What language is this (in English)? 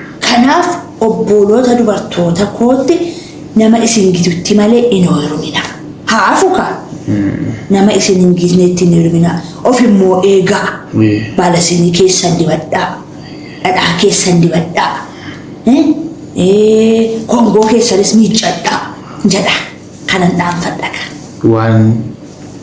Oromo